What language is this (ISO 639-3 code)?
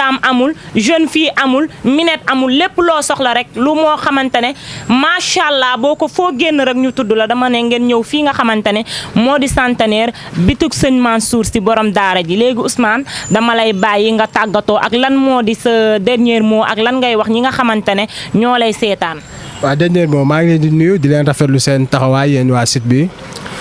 wol